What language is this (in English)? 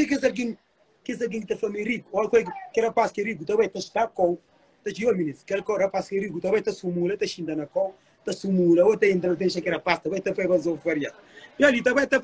Kabuverdianu